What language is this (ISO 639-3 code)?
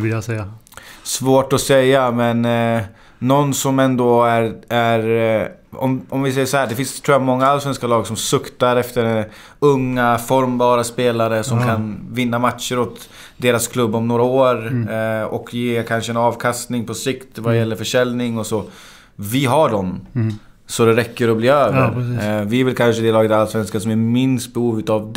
swe